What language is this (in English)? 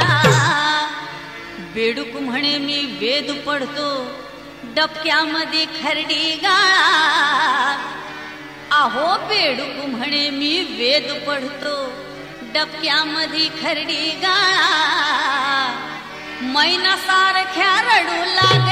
Marathi